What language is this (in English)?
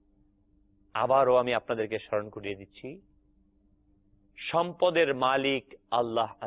Bangla